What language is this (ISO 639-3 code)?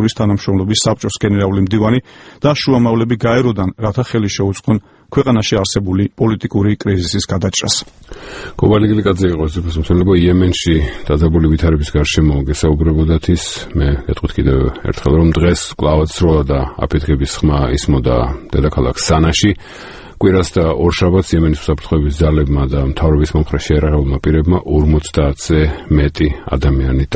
kat